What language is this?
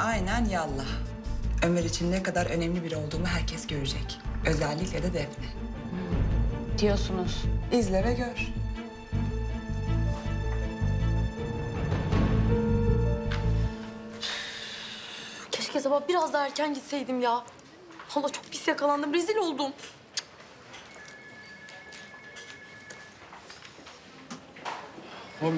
Turkish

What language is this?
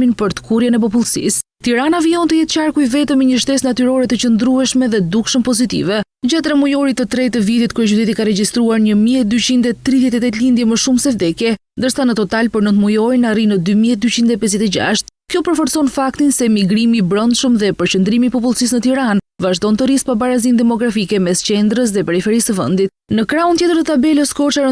Albanian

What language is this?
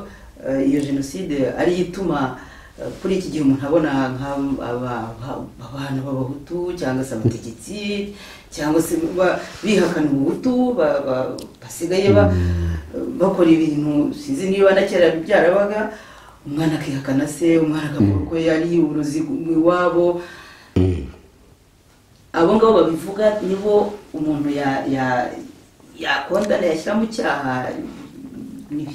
Kinyarwanda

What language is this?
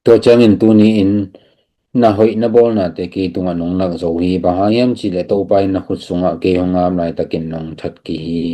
Tedim Chin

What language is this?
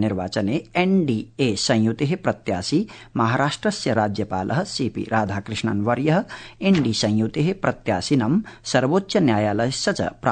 Sanskrit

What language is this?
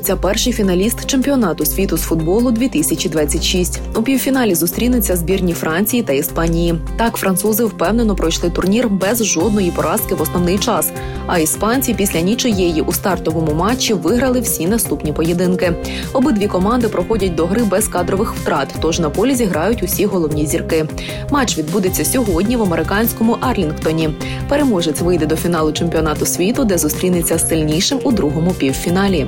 Ukrainian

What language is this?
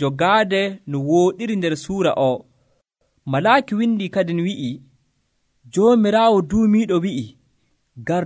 Nigerian Fulfulde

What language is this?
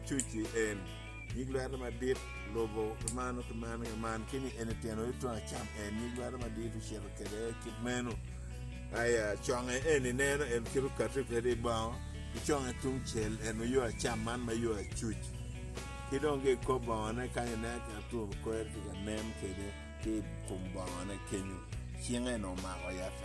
Acoli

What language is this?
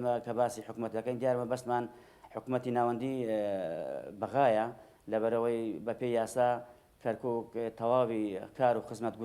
Central Kurdish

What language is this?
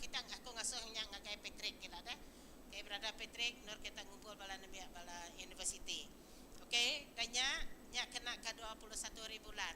Iban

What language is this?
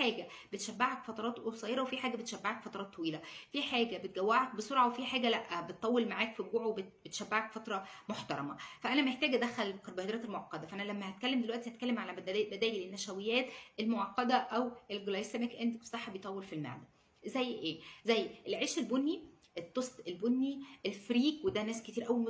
Egyptian Arabic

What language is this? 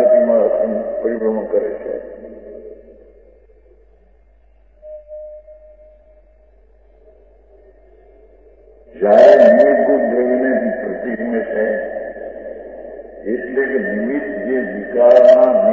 Gujarati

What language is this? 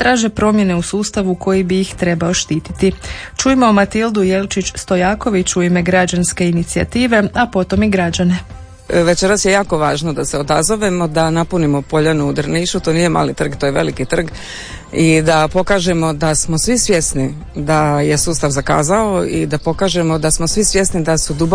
Croatian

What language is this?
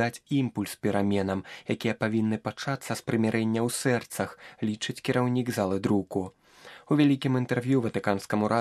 Belarusian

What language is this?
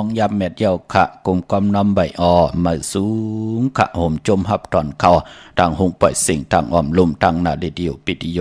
Shan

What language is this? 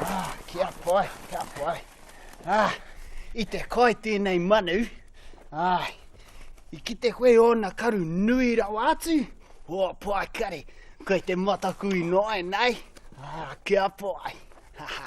Māori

